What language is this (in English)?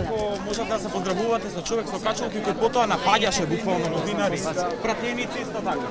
Macedonian